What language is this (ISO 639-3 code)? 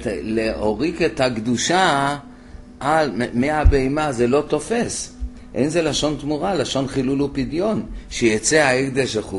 heb